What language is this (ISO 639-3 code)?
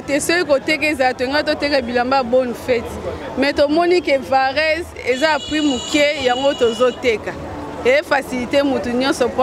lin